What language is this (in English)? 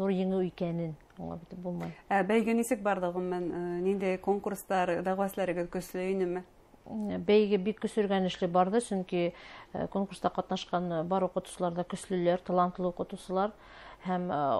Bashkir